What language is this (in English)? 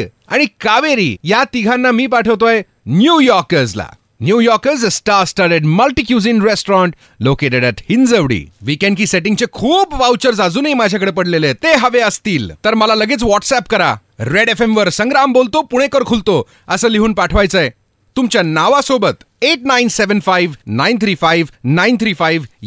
Marathi